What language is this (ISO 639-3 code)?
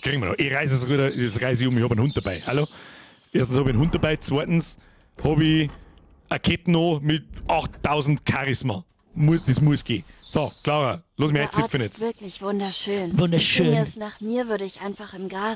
bar